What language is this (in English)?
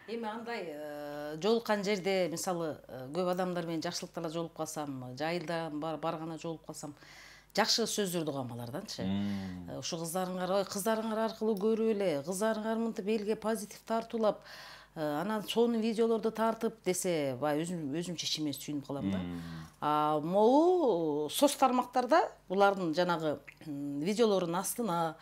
Kyrgyz